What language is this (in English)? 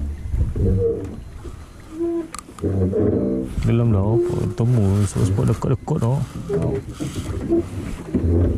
Malay